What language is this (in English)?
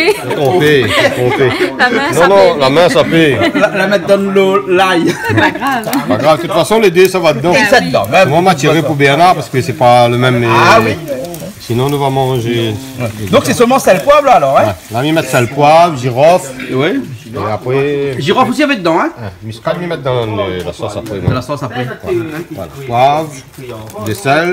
Réunion Creole French